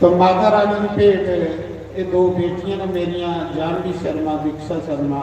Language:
Dogri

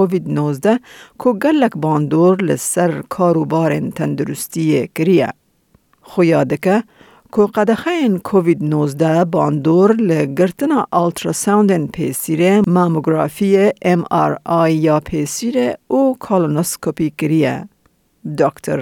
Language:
Kurdish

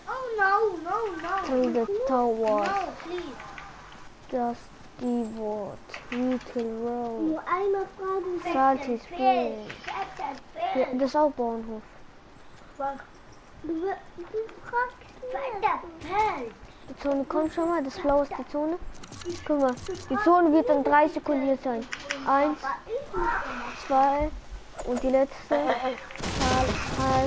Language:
German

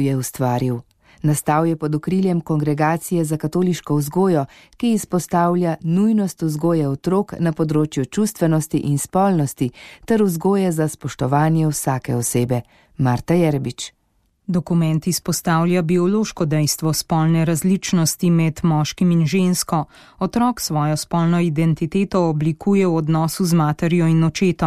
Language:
Slovenian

